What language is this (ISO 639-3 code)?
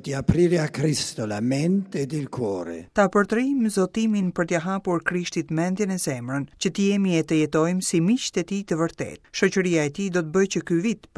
sqi